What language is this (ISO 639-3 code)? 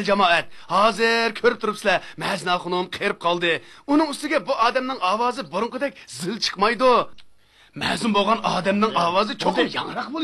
uig